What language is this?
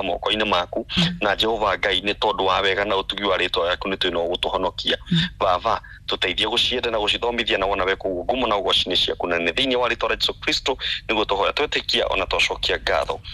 Kikuyu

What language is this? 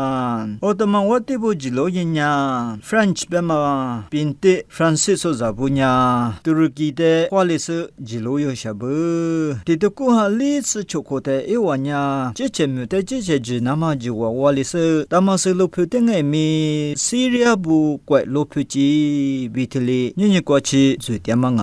Lisu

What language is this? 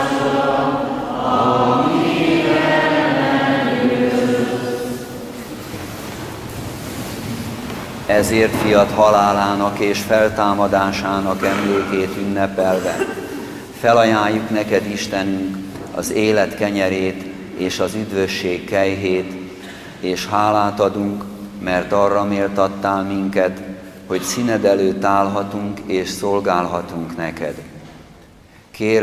Hungarian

